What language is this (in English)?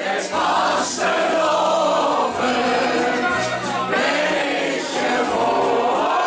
Limburgish